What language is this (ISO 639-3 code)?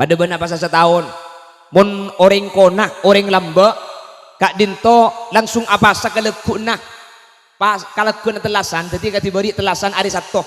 mad